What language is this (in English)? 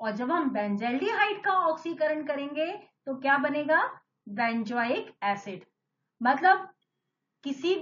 Hindi